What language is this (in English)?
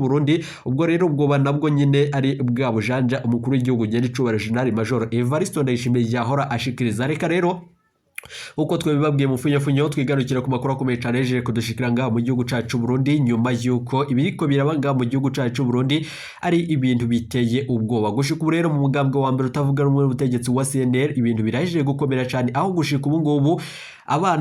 Rundi